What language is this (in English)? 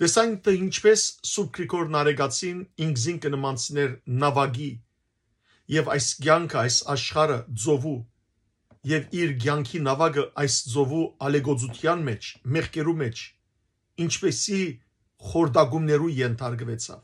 Western Armenian